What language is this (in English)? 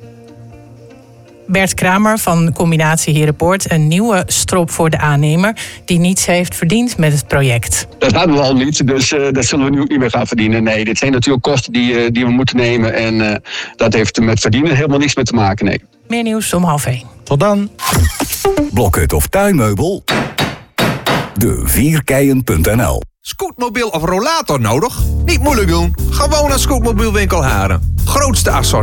Dutch